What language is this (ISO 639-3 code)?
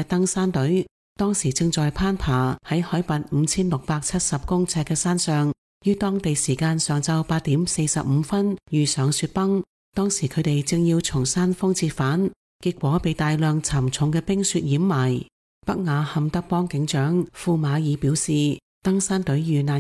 yue